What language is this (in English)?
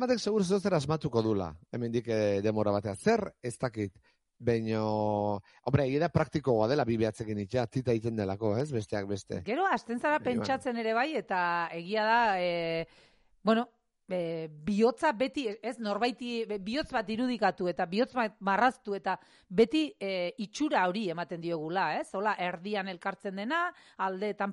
Basque